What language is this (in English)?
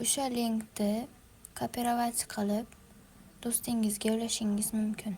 Uzbek